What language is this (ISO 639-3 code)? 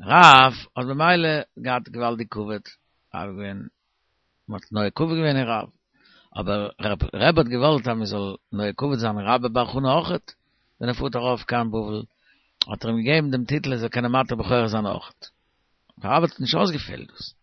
yid